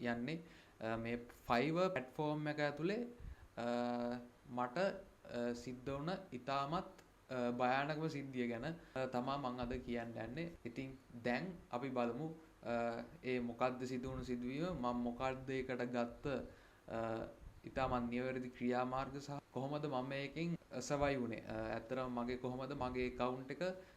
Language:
Sinhala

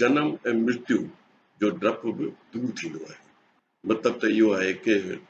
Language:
Sindhi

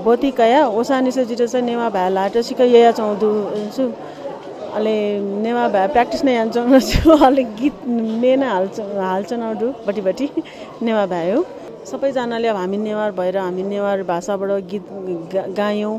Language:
Newari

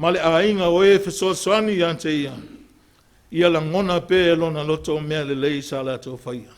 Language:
Samoan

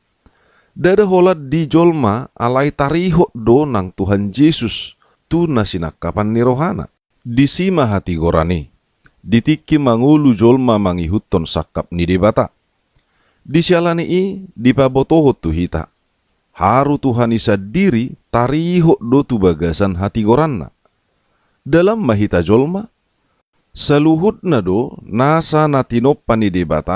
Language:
Batak Toba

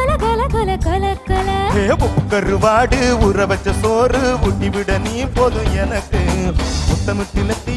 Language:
Tamil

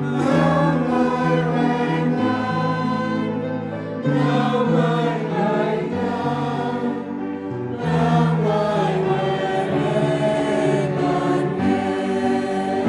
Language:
Central Mnong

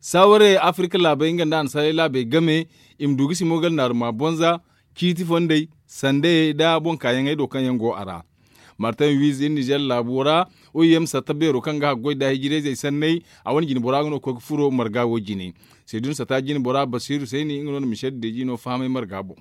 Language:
Zarma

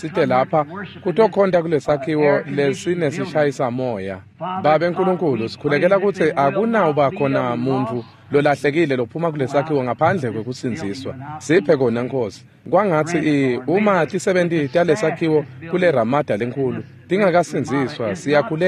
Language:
Swati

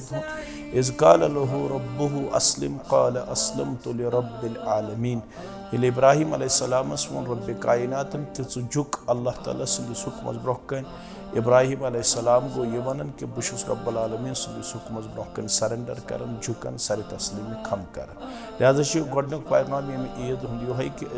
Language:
Kashmiri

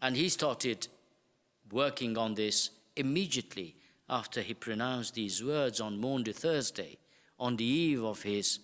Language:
English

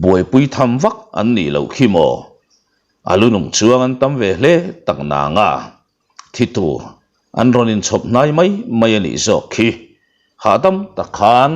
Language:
Mizo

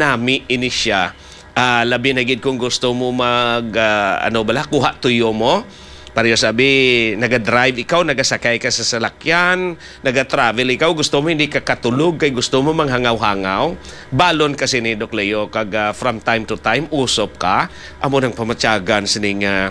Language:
Hiligaynon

